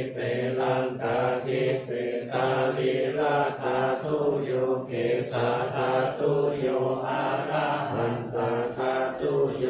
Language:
Pali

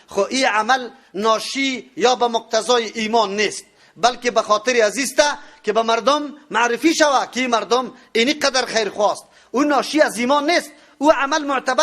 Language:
Persian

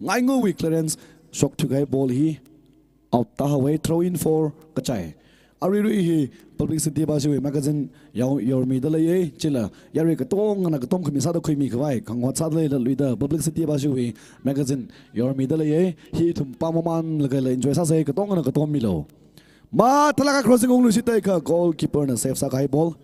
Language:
Tangkhul Naga (India)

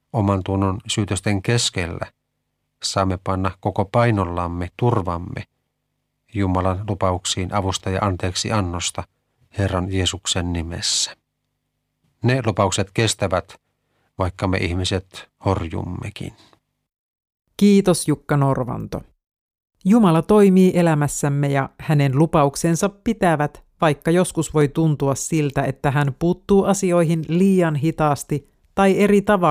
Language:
Finnish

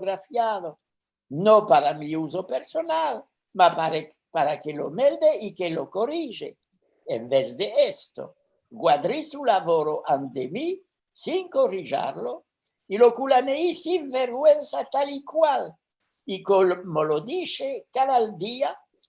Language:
Ladino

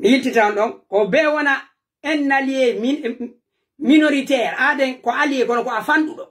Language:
Fula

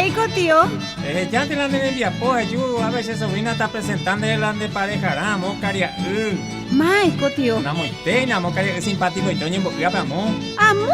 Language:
Guarani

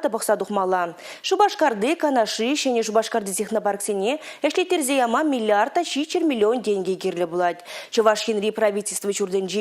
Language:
Chuvash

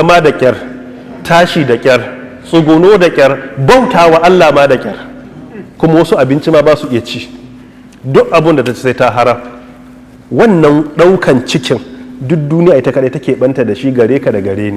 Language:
Hausa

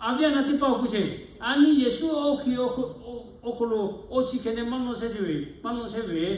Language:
Lahu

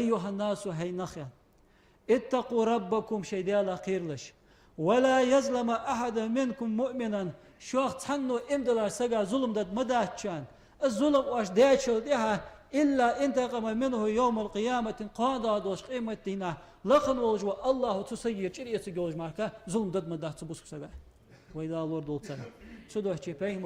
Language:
Ingush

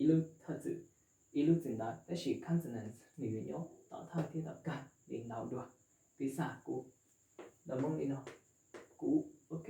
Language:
Hmong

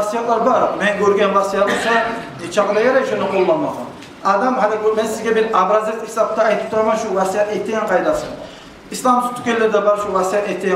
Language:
Kumyk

